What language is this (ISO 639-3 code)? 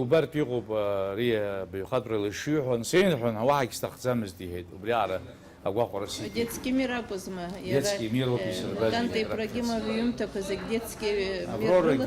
abk